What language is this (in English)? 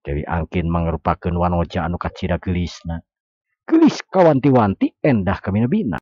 Sundanese